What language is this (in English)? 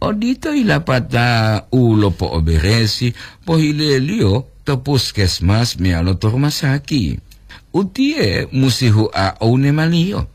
Gorontalo